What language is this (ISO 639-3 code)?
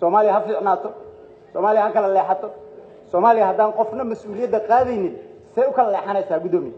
som